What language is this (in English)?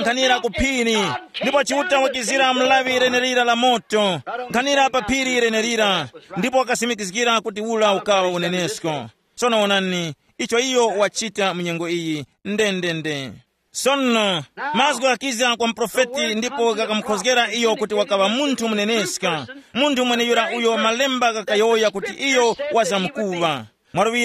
Tumbuka